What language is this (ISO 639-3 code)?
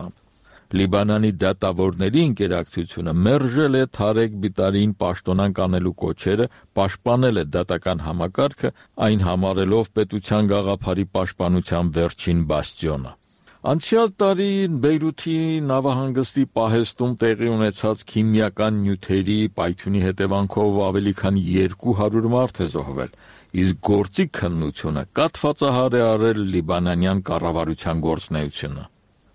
hye